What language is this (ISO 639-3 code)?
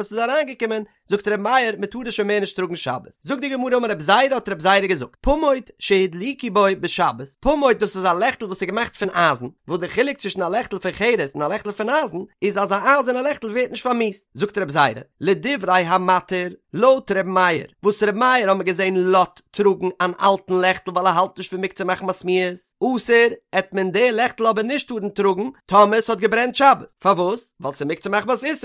yid